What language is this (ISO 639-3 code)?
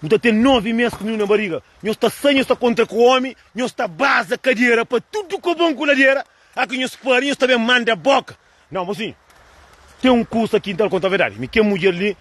kea